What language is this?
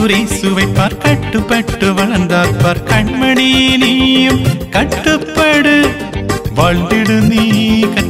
Tamil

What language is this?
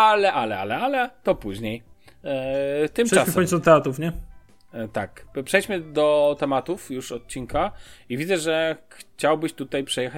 Polish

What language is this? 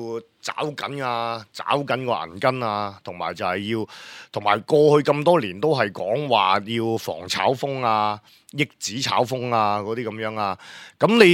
Cantonese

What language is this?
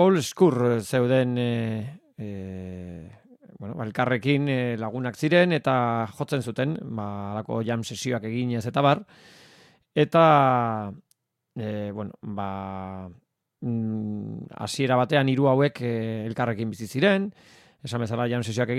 Basque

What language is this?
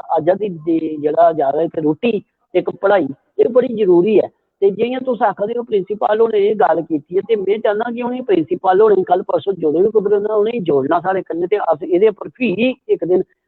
Dogri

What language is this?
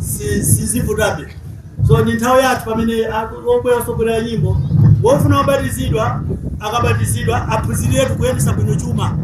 Nyanja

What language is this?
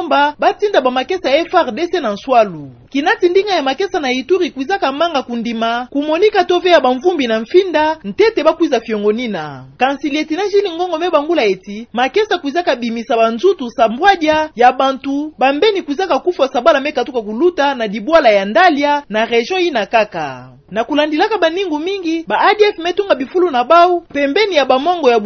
Kituba (Democratic Republic of Congo)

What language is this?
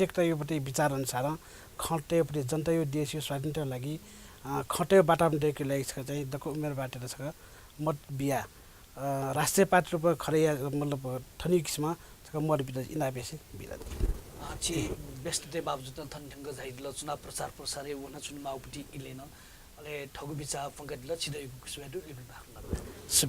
Newari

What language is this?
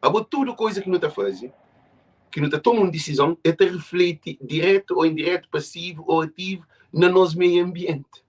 Kabuverdianu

